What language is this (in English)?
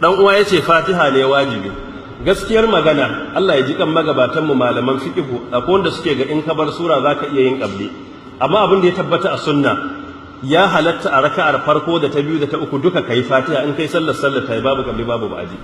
Hausa